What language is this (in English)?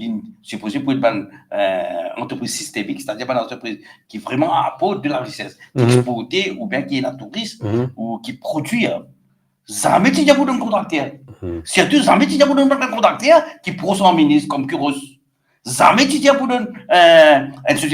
Morisyen